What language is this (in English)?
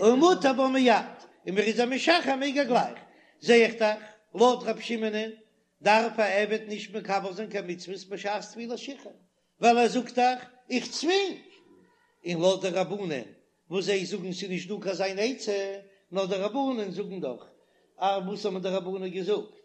Yiddish